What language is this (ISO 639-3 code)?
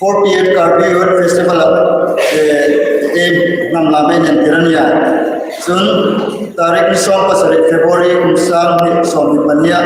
hmr